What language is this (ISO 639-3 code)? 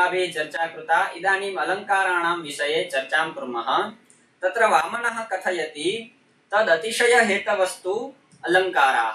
san